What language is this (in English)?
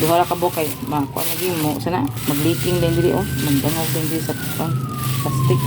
Cebuano